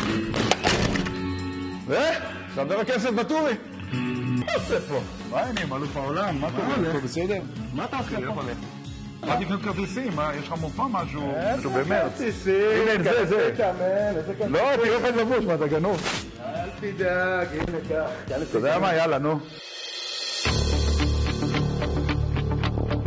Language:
Hebrew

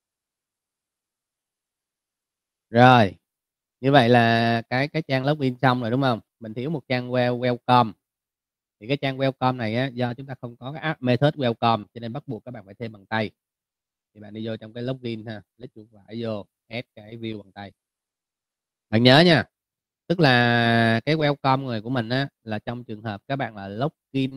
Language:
Vietnamese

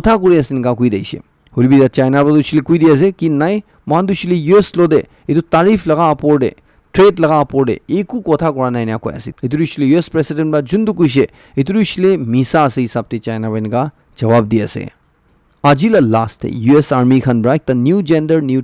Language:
Naga Pidgin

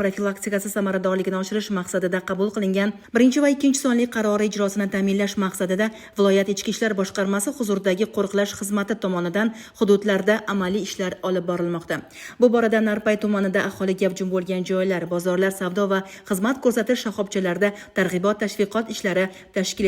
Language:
Uzbek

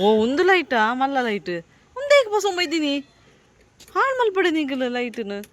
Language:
Tulu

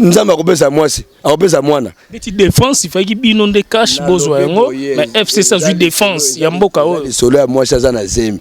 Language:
Lingala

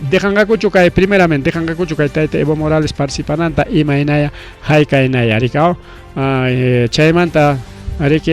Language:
Ayacucho Quechua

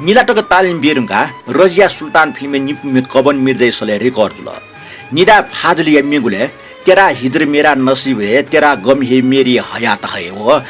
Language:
Newari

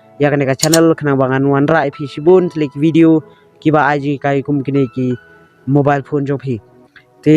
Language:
Khasi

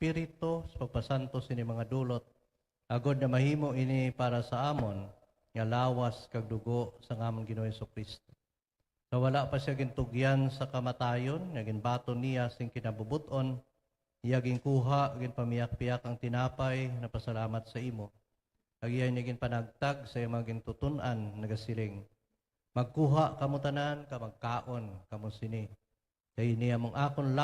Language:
Hiligaynon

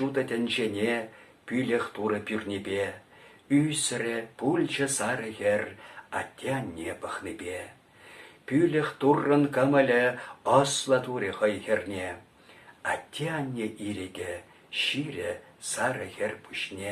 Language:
Chuvash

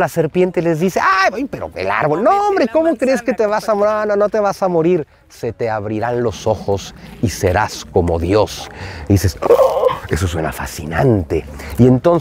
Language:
Spanish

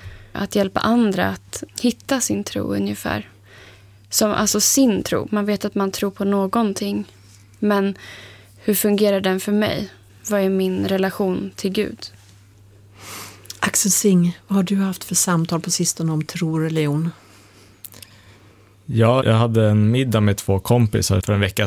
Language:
Swedish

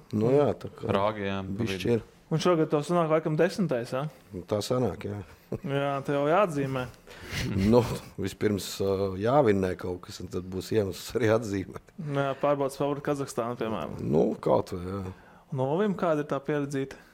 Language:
Latvian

